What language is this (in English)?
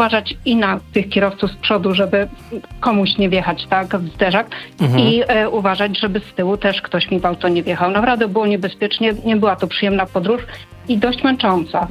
Polish